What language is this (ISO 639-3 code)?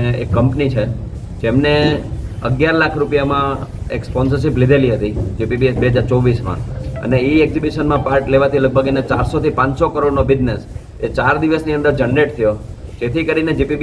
guj